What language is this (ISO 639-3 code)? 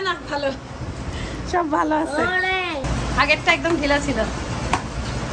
ben